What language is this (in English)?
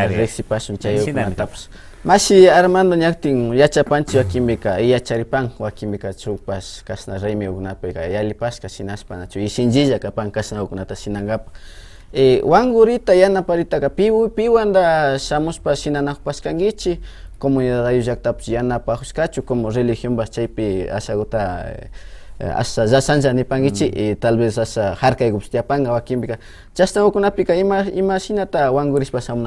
Imbabura Highland Quichua